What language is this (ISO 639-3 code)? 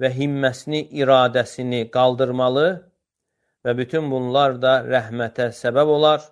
aze